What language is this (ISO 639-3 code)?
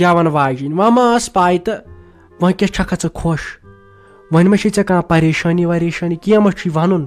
kas